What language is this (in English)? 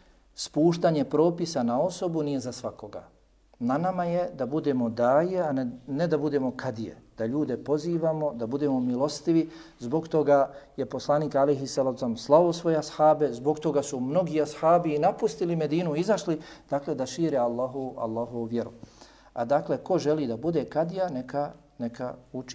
Bosnian